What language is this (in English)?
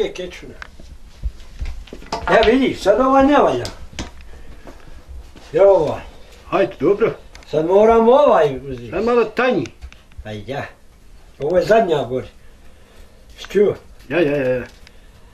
Bosnian